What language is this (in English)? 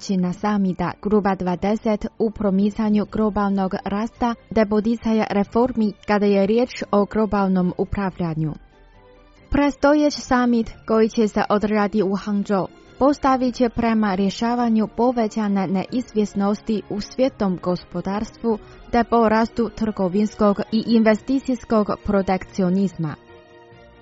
Croatian